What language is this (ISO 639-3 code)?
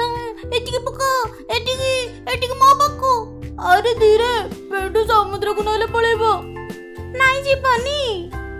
ori